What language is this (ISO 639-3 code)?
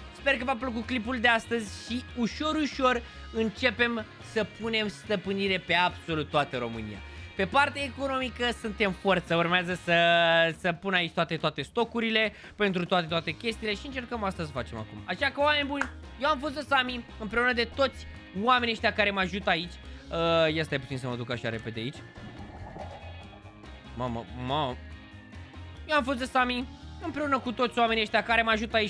ron